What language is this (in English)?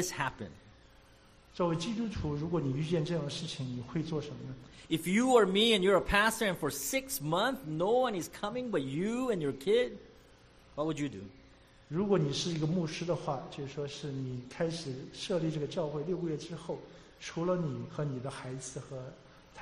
Chinese